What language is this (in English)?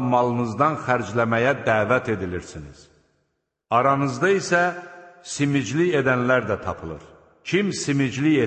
Azerbaijani